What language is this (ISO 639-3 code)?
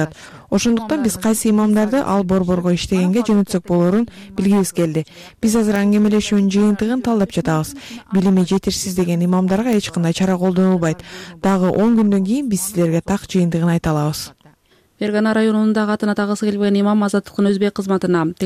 kir